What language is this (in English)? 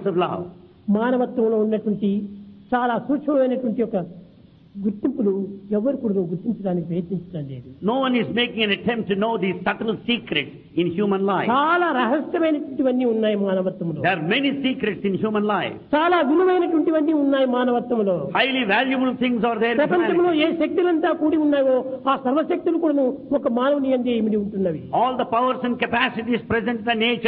Telugu